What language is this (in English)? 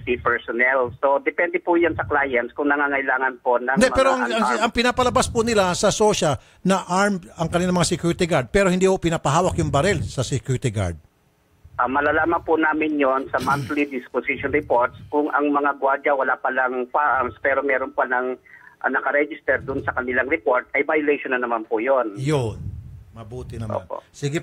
Filipino